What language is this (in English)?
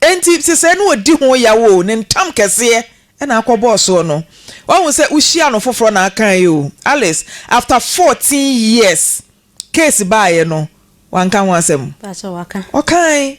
Akan